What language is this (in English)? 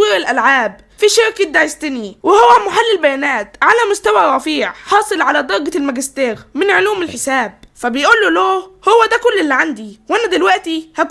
Egyptian Arabic